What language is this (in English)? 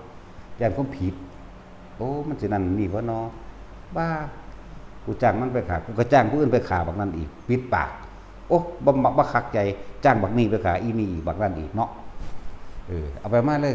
Northeastern Thai